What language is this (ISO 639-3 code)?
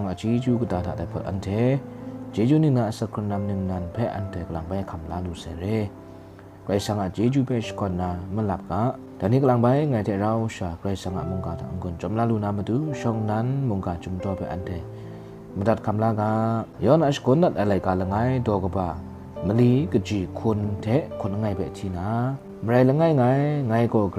kac